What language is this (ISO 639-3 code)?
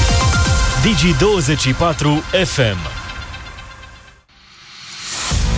ron